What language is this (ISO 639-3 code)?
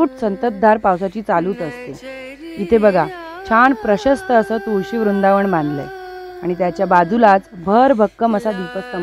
mar